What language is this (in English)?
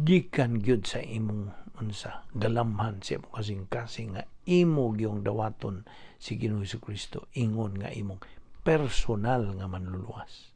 Cebuano